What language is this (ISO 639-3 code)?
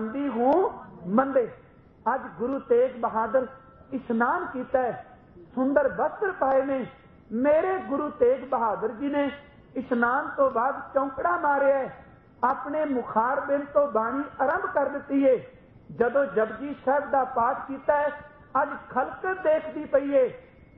pan